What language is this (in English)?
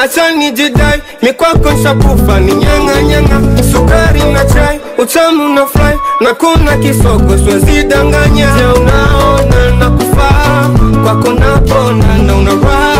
Swahili